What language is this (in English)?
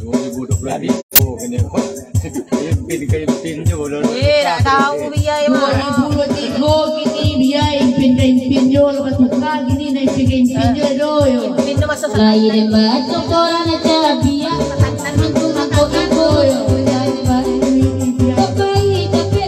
Minangkabau